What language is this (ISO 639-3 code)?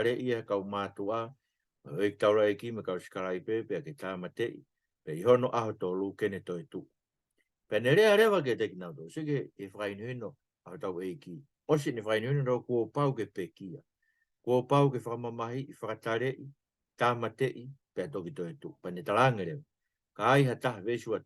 ton